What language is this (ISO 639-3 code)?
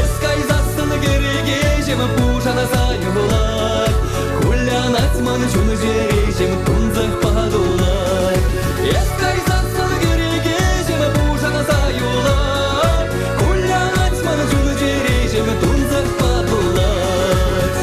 chv